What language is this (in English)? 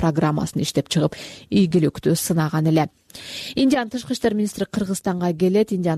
Kyrgyz